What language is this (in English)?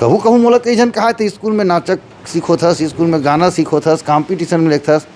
Chhattisgarhi